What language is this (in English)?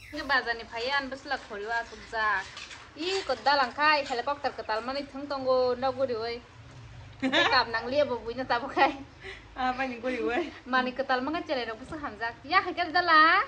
Kok Borok